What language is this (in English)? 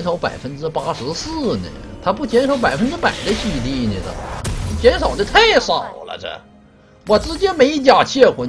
Chinese